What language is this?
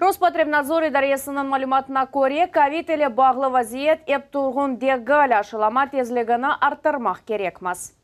Crimean Tatar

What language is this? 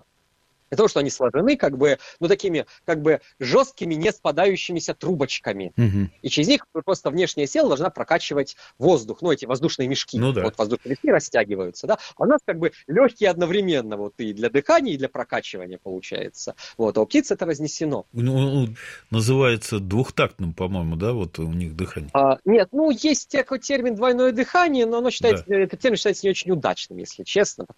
Russian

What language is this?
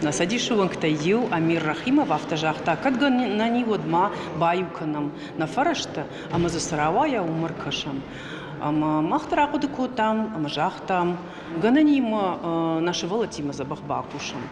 Ossetic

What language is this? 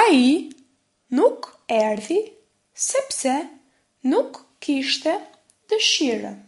Albanian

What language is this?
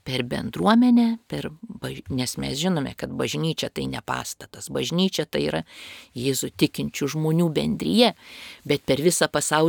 Lithuanian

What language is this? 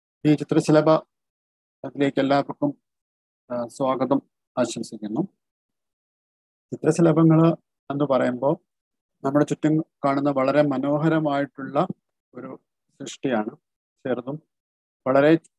Malayalam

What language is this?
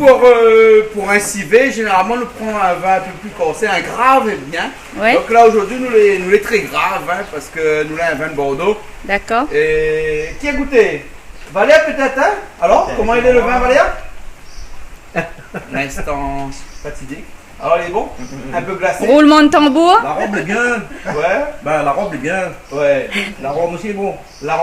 Réunion Creole French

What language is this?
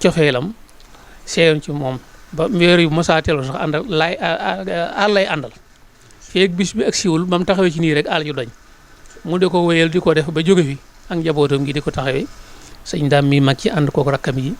Wolof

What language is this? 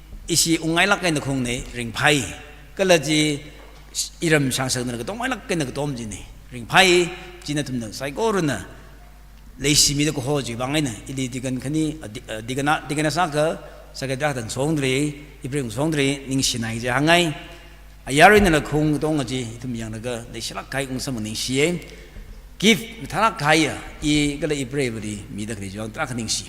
Tangkhul Naga (India)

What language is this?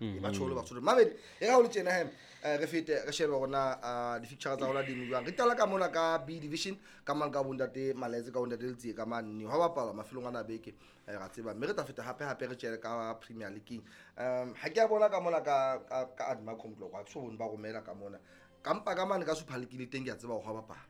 Southern Sotho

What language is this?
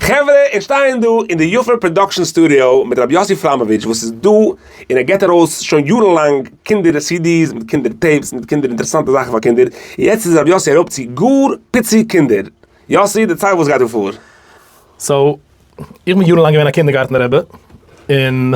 Yiddish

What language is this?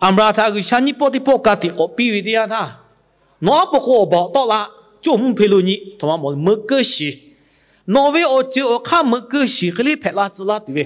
Lahu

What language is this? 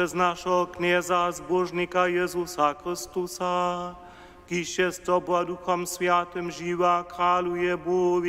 Upper Sorbian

